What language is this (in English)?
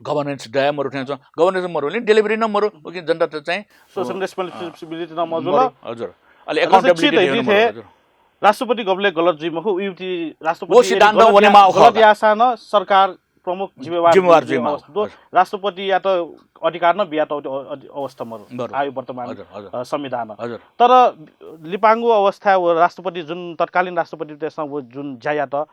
Newari